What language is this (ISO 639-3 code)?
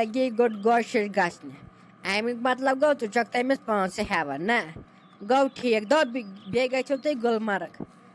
kas